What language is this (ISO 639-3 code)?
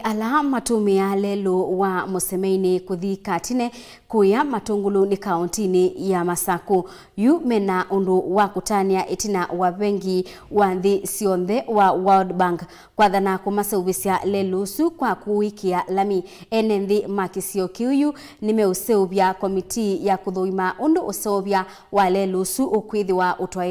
kam